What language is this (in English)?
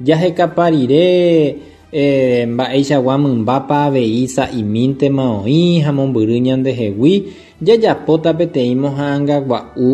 Guarani